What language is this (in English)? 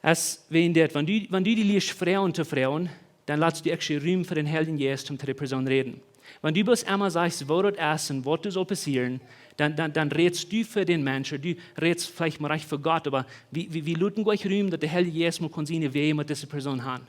Plautdietsch